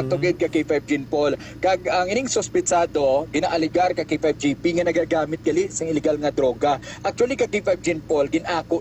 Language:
Hiligaynon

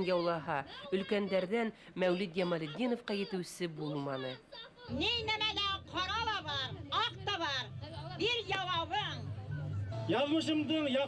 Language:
Bashkir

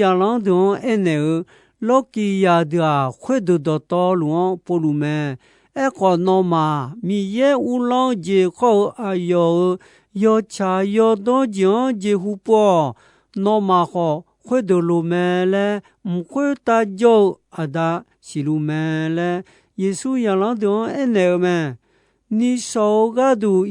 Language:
Akha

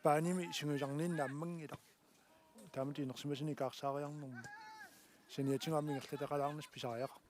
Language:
Kalaallisut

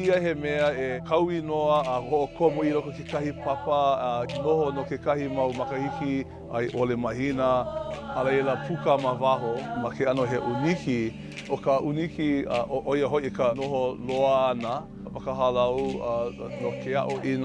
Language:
Hawaiian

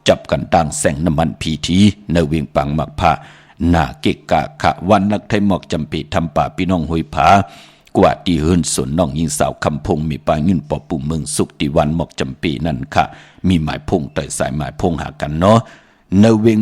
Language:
Shan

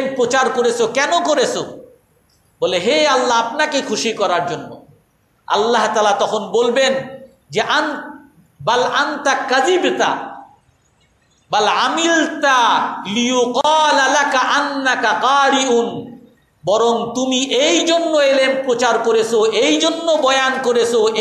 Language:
Bangla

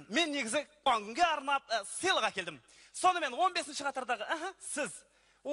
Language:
Kazakh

